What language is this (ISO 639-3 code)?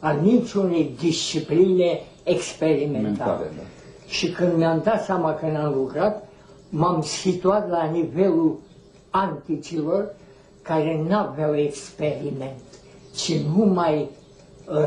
ron